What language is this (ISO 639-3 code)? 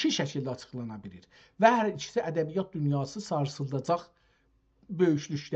azb